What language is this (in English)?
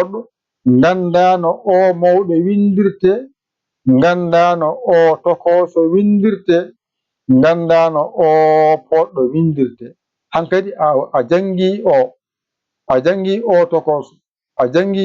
Fula